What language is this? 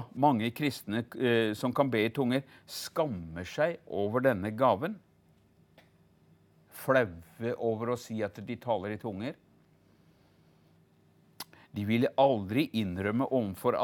Norwegian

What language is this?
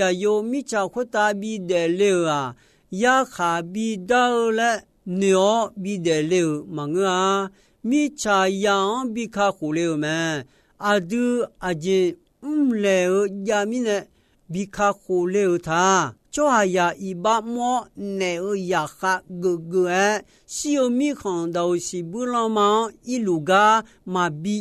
Akha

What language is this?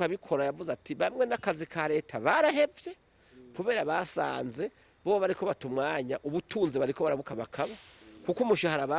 Rundi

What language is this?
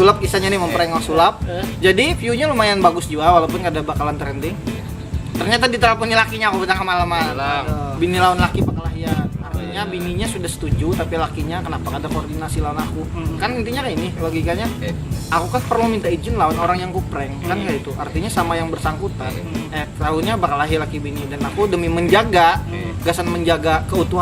Banjar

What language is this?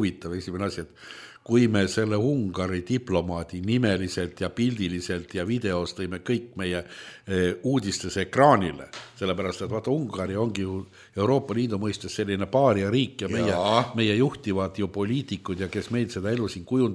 Estonian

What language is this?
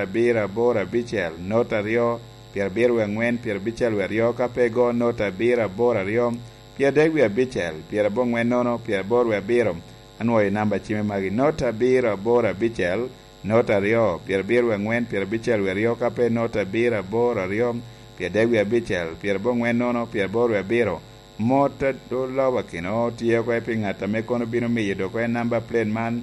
Lango (Uganda)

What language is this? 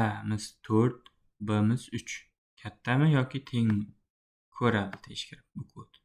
Uzbek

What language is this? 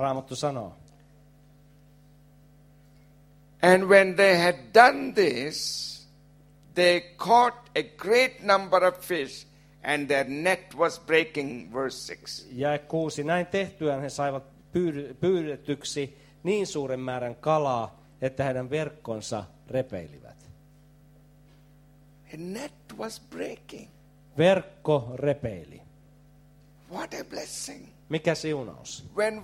Finnish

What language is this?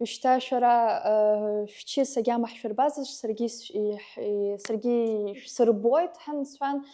Abkhazian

